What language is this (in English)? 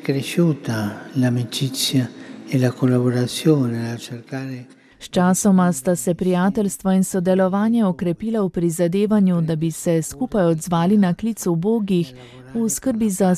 Slovenian